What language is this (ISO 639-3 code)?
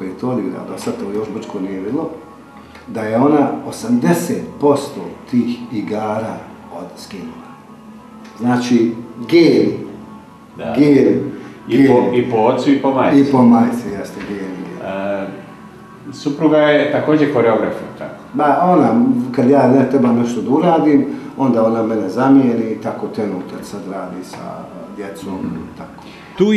bos